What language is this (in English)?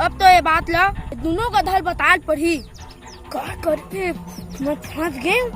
Chhattisgarhi